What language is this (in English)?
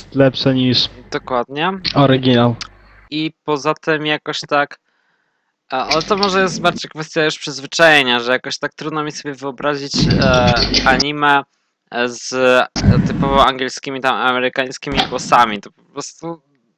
Polish